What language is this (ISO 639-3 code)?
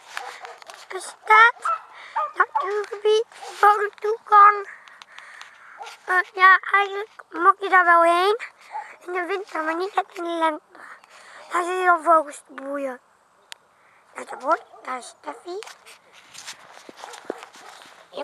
nld